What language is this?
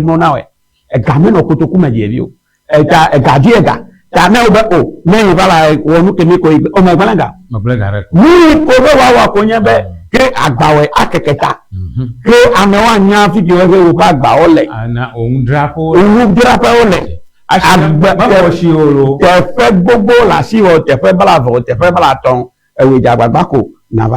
Ewe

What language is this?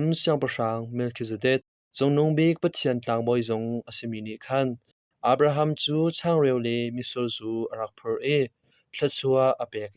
Hakha Chin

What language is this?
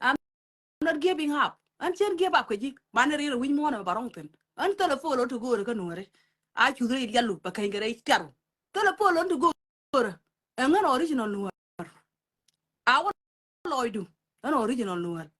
Nuer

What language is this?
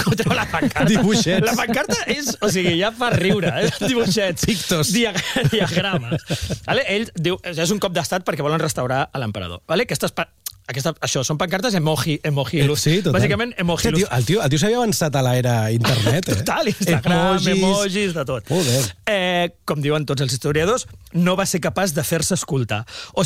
Catalan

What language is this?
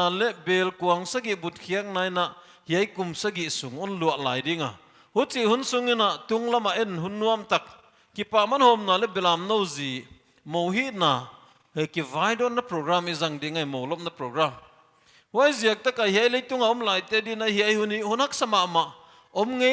Paite Chin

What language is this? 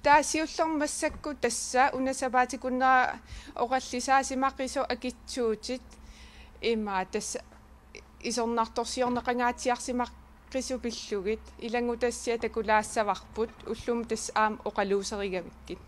Kalaallisut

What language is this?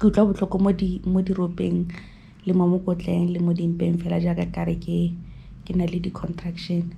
Tswana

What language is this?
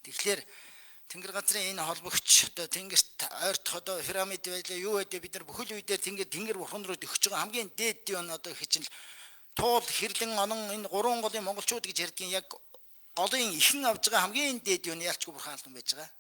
Mongolian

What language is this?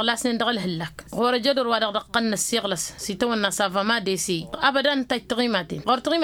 Tamasheq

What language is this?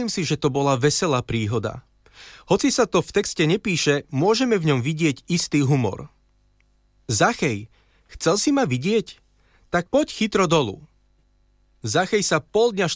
Slovak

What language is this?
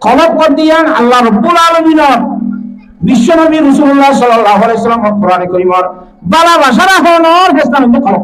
Rohingya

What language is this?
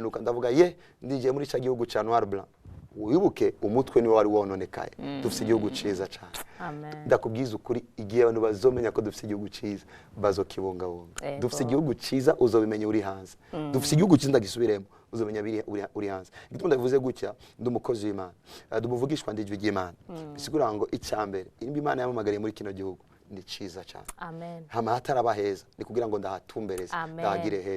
Rundi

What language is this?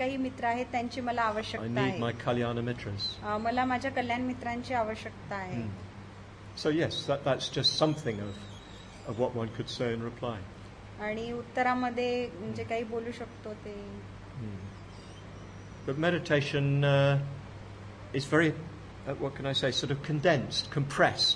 Marathi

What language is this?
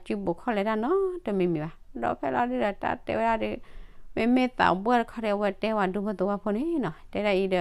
S'gaw Karen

